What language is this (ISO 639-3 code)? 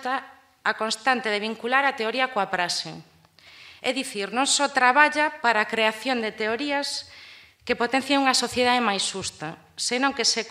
glg